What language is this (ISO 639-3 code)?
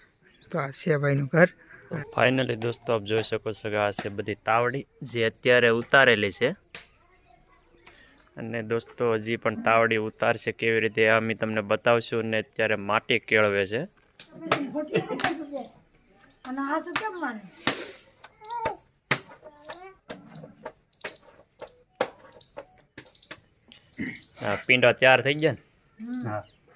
guj